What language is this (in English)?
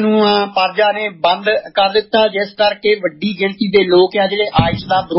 Punjabi